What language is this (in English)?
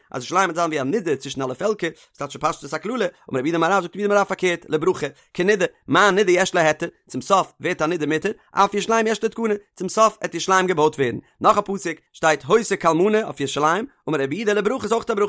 Yiddish